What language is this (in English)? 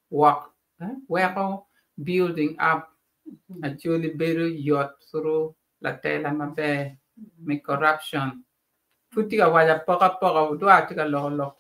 Acoli